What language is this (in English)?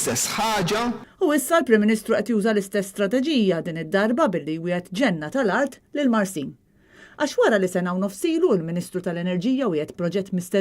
Maltese